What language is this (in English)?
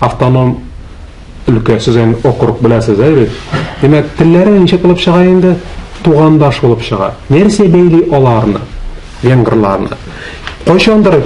Tatar